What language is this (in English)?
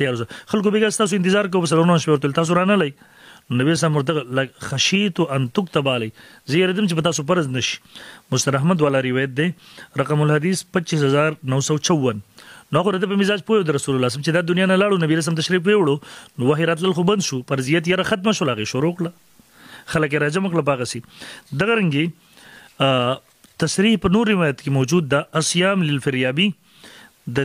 Pashto